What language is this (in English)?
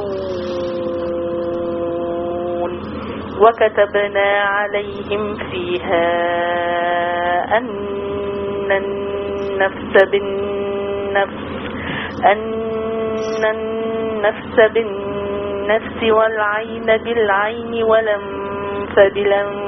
Arabic